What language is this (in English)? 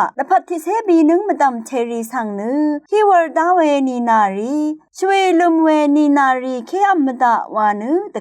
Rawang